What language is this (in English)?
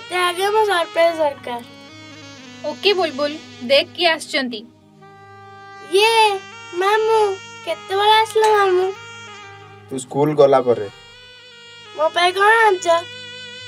Odia